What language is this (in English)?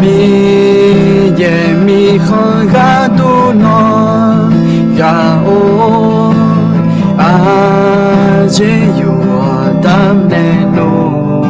Akha